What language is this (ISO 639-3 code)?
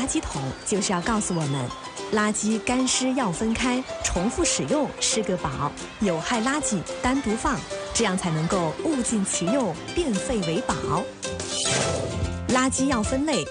zho